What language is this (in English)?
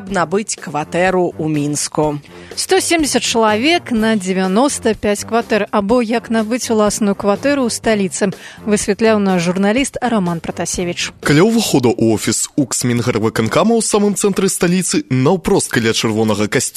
Belarusian